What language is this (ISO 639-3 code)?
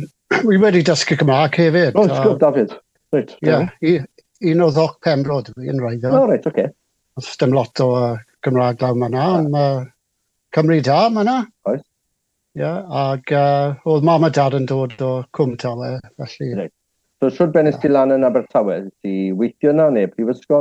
cym